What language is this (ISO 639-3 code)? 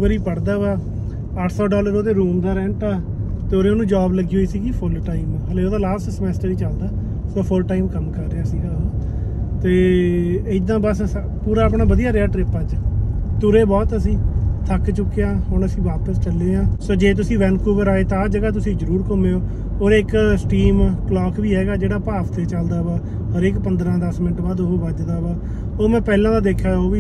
pan